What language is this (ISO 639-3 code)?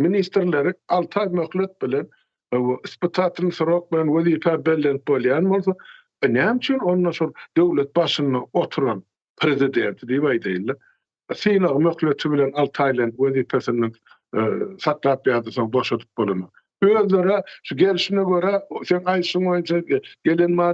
tuk